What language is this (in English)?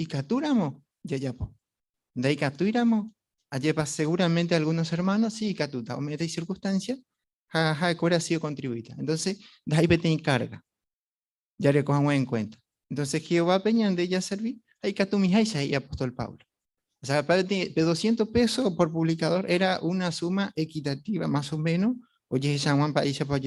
Guarani